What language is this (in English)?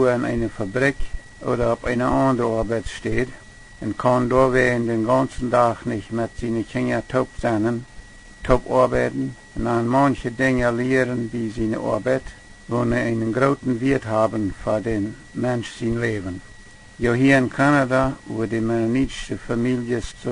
Plautdietsch